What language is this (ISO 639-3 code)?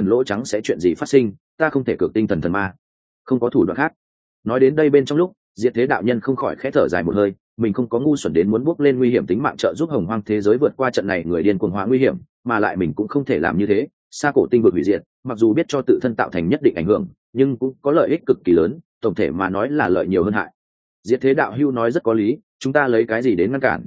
vie